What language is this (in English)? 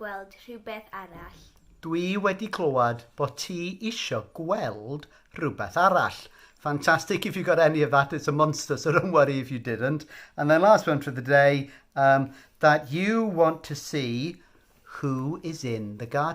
Welsh